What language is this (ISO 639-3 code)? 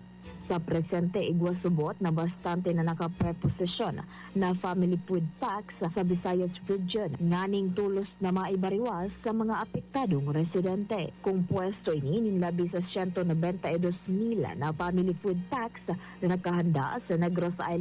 bik